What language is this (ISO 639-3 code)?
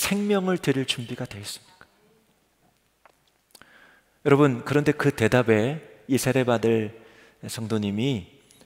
kor